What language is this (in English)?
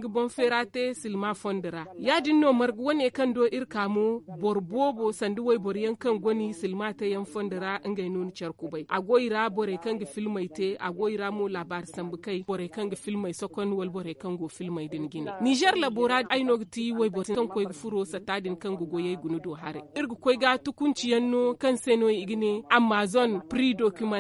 Zarma